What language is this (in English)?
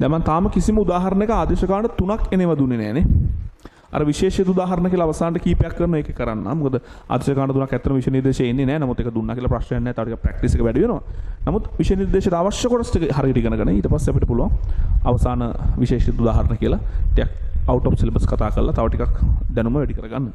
Sinhala